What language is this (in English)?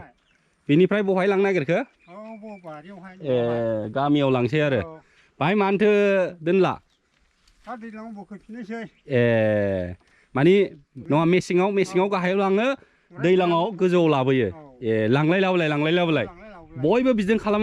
Bodo